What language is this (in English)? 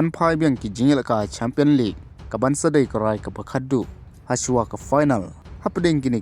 Khasi